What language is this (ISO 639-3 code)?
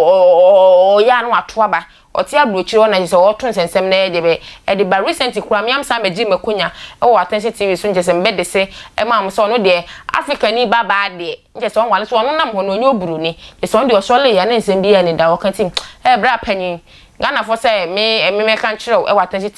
aka